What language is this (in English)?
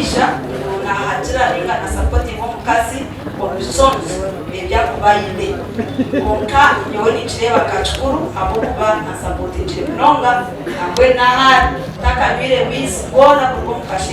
Nyankole